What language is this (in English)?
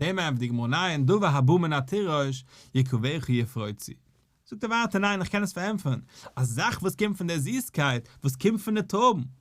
Yiddish